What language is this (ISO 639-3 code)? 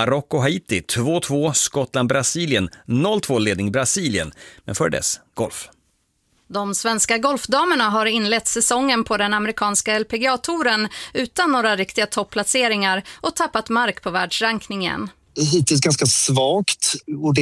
swe